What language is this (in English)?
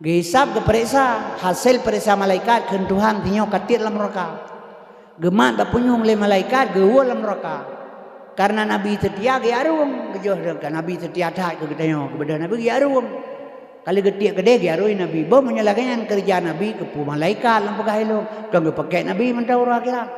Achinese